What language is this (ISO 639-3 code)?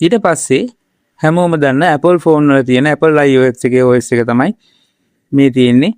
sin